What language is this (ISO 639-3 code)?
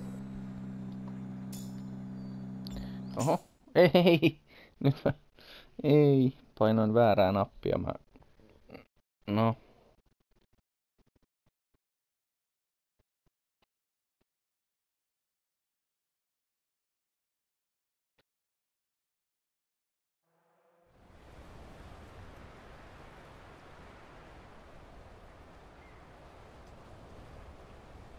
fin